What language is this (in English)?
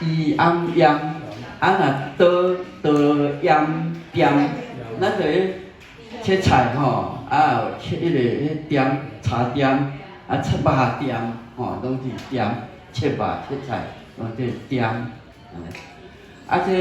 Min Nan Chinese